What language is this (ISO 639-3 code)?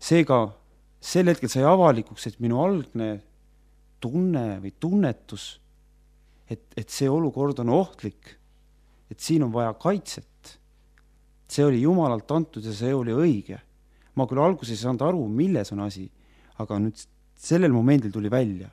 est